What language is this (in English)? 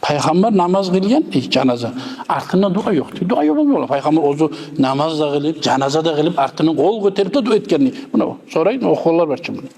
Kumyk